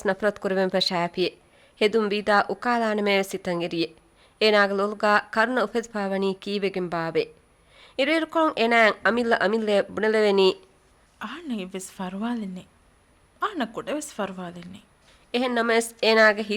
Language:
Divehi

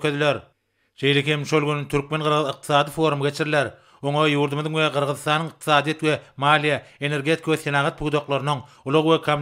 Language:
Turkmen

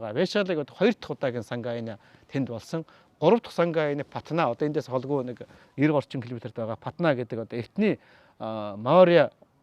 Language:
Mongolian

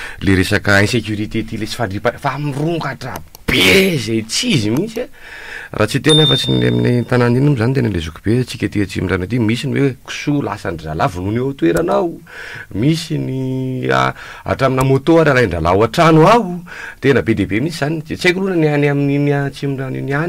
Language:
Malagasy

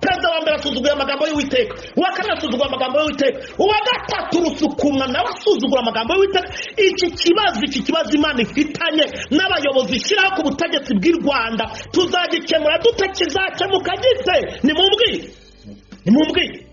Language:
Kinyarwanda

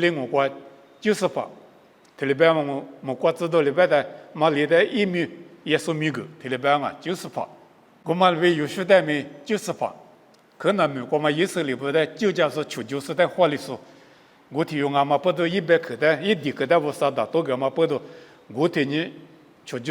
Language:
Lisu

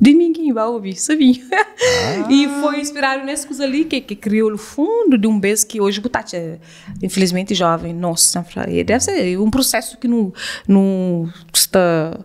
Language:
Kabuverdianu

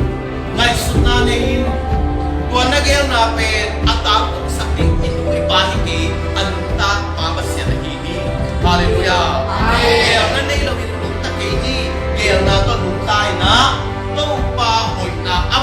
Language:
Tedim Chin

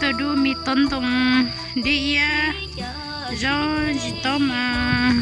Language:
Hmong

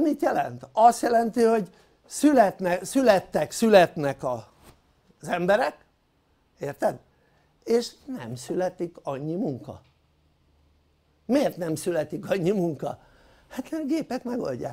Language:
Hungarian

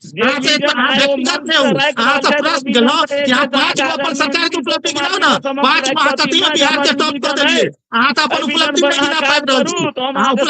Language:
Maithili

